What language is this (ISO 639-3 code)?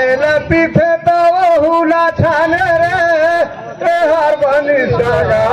sgj